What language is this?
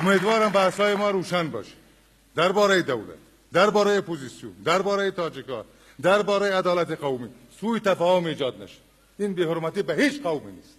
Persian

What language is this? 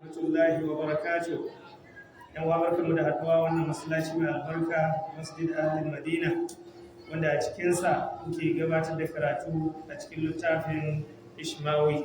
Hausa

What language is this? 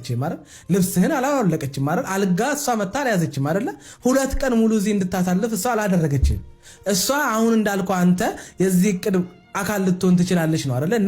Amharic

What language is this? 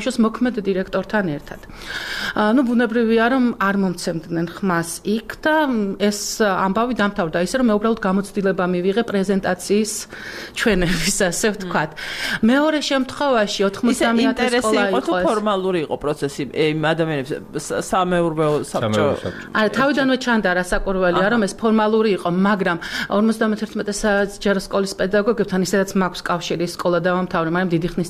Georgian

